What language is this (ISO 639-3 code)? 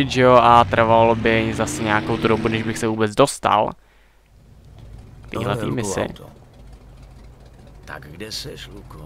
ces